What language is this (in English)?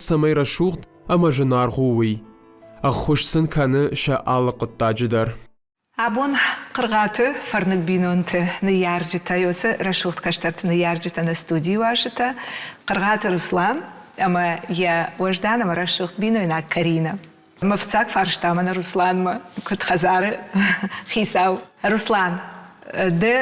Ossetic